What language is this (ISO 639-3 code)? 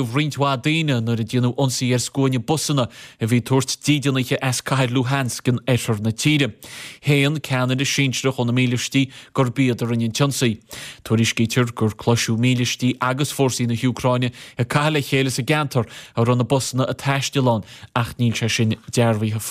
gle